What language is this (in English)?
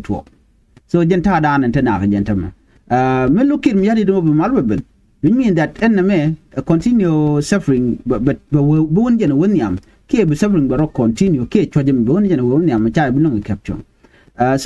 Nuer